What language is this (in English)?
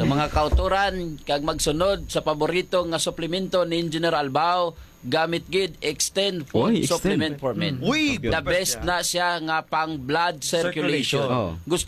Hiligaynon